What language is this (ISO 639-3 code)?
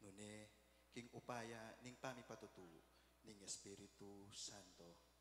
pam